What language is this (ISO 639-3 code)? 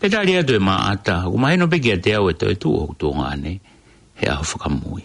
ton